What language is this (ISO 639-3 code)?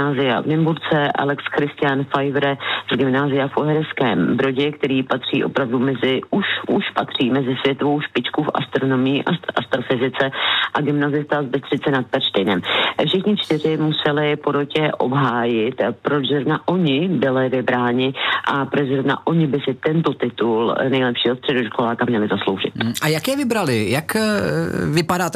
ces